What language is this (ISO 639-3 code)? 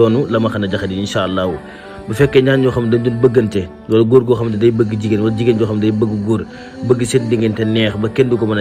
wol